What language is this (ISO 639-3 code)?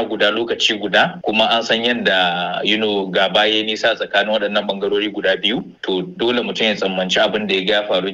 hau